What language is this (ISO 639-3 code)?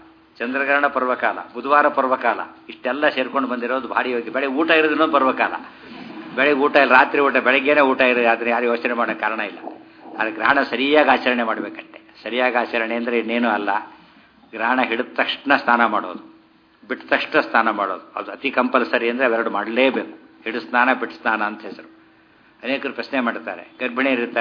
kan